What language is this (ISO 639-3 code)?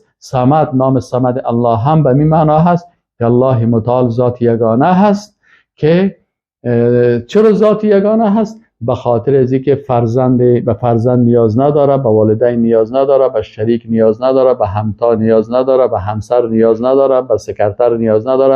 fas